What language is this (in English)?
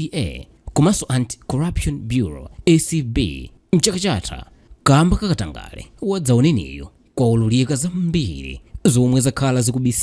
Nyanja